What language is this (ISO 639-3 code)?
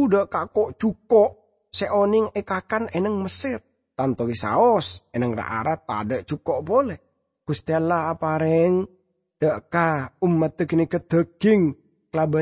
mad